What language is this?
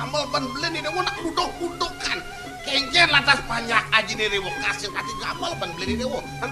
Balinese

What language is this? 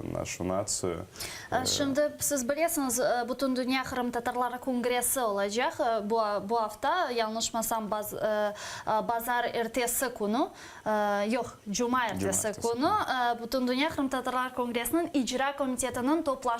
Crimean Tatar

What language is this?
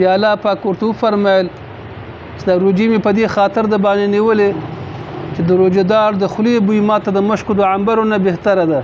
Pashto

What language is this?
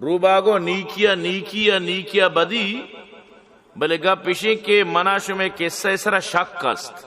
Baluchi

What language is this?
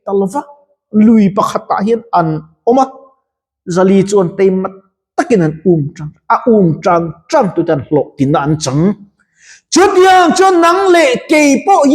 Mizo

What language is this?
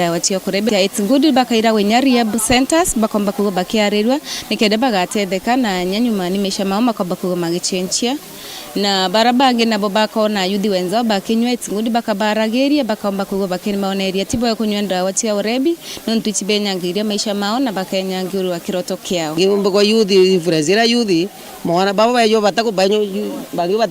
Meru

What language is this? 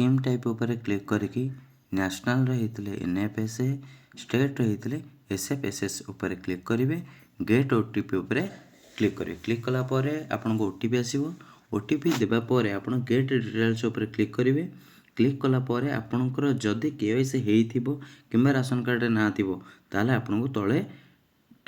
Odia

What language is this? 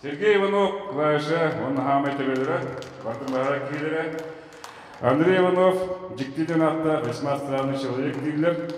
Yakut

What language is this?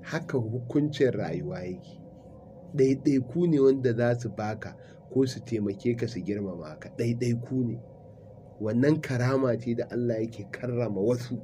Hausa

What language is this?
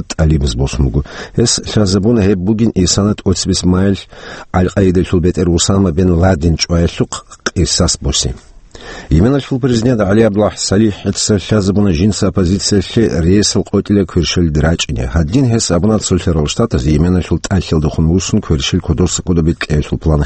Avaric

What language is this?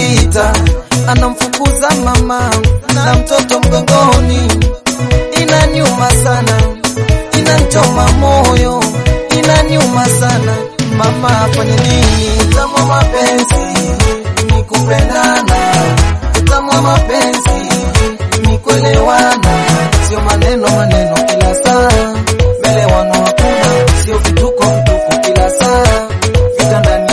Swahili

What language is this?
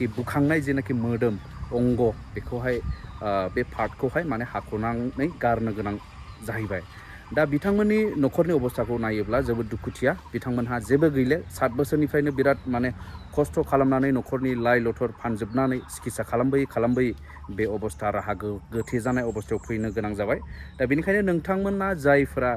Bodo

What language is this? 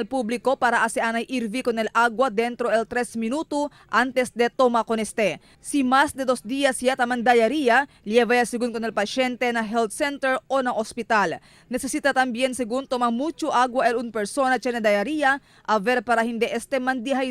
Chavacano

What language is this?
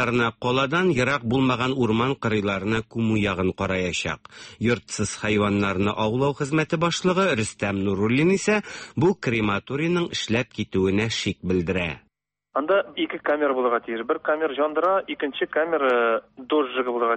Tatar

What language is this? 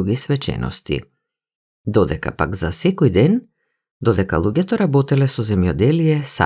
Macedonian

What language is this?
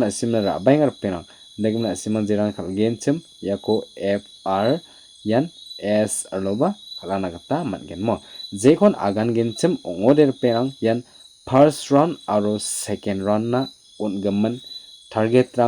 Garo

